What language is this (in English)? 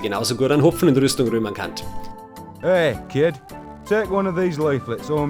Bavarian